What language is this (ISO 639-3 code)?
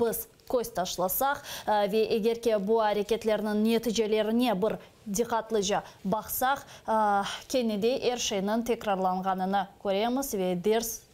crh